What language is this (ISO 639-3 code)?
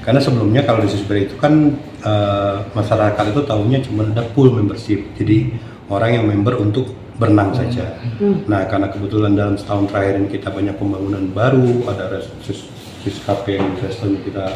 bjn